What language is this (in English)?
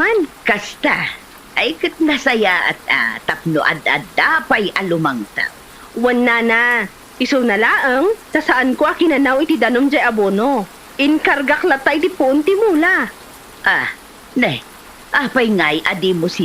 Iloko